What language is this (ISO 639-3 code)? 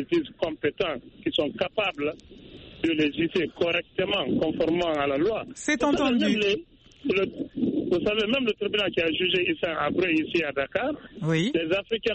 fra